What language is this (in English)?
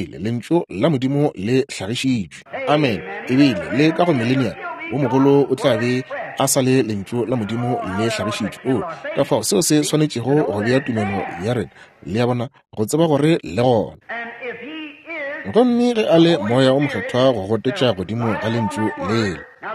Northern Sotho